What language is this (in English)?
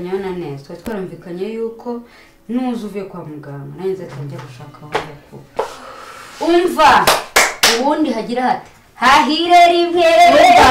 Kinyarwanda